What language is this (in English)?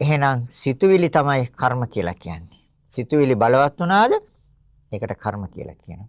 Sinhala